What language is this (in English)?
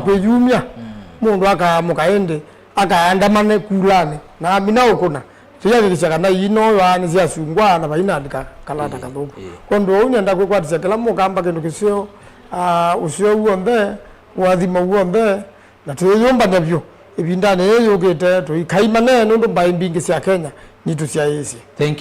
Kamba